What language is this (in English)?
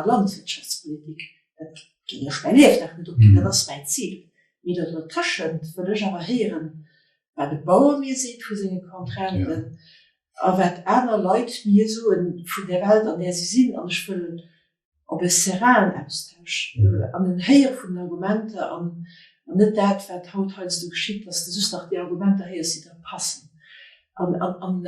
Luxembourgish